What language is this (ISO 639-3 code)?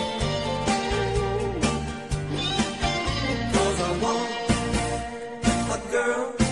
eng